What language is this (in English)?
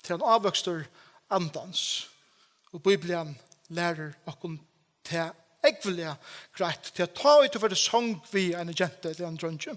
Faroese